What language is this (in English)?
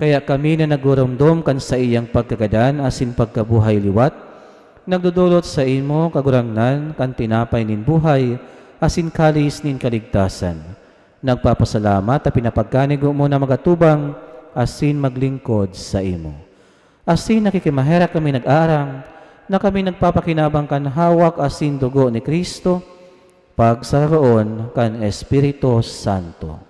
Bikol